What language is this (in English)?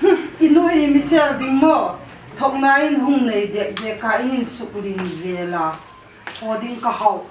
Hmar